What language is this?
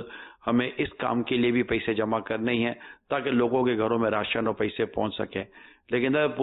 Urdu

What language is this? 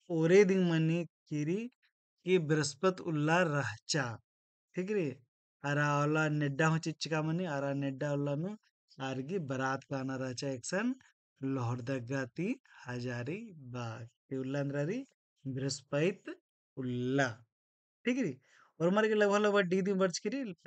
Kurukh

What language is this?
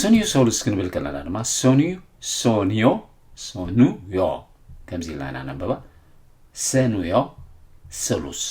Tigrinya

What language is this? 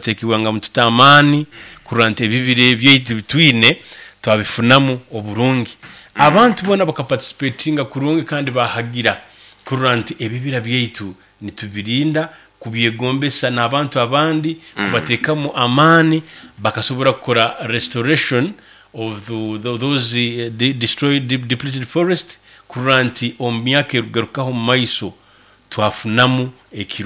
Nyankole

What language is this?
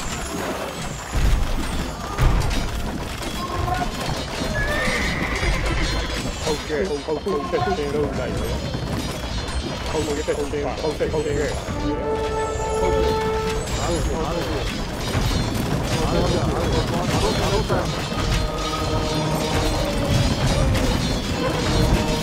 Burmese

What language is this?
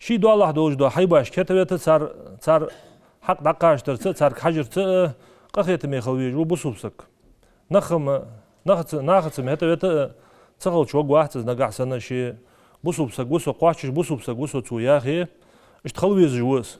Ingush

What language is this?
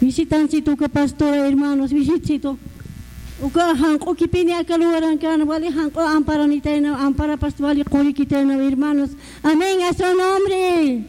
Aymara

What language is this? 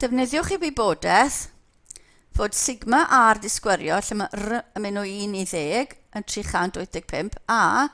Welsh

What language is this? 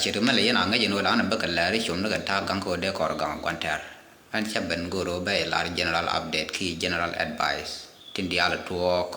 Nuer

